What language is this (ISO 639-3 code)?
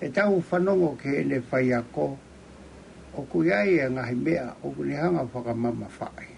ton